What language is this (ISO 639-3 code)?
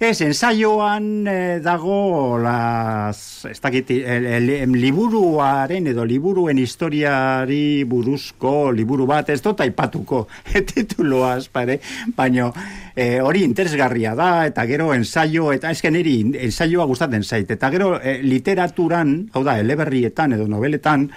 eus